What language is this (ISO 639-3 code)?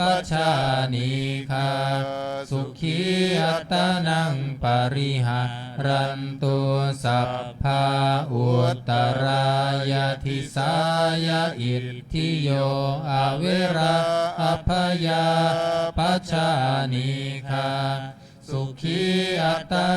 pli